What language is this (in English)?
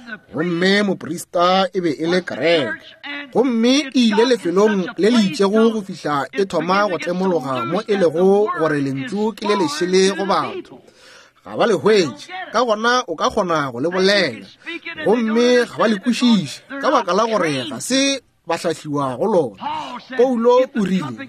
Northern Sotho